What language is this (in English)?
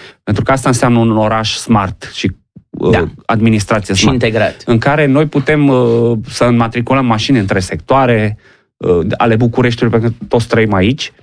Romanian